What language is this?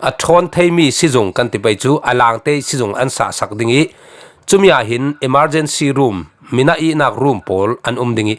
Falam Chin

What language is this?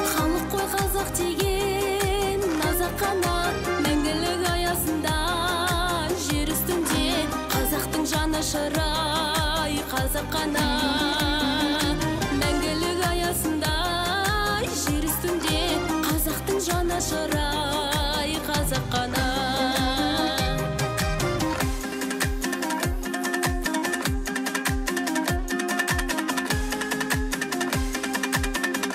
Kazakh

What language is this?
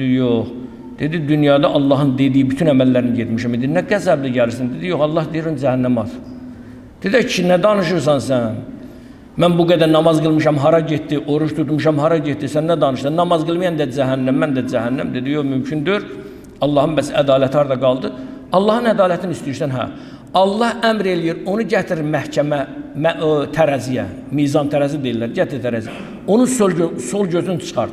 Azerbaijani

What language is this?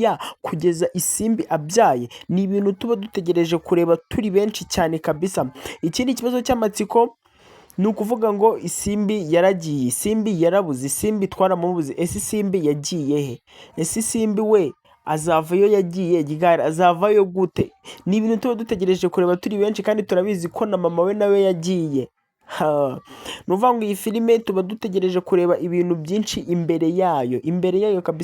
Kinyarwanda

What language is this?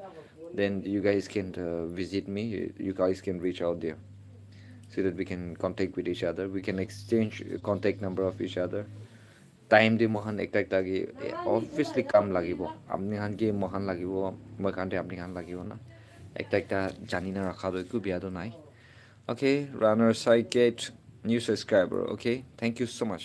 Naga Pidgin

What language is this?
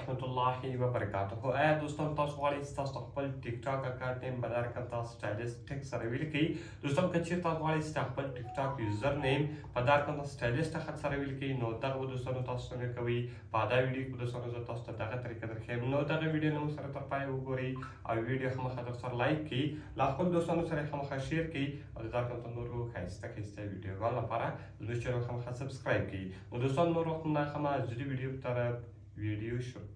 Pashto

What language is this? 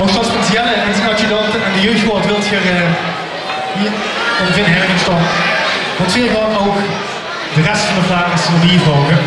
Limburgish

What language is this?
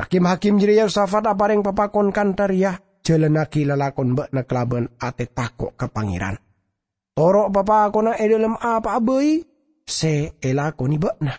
Madurese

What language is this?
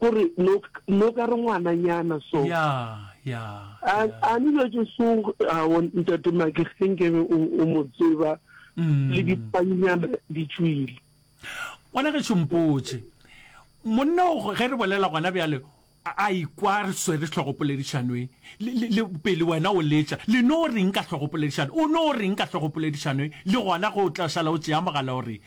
Northern Sotho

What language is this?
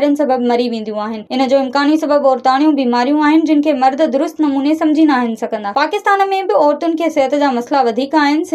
Sindhi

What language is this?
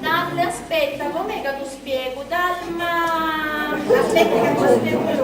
Sicilian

